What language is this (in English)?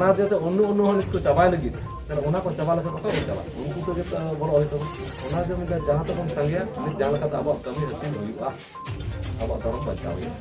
Santali